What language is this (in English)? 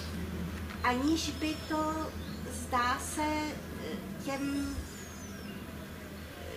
Czech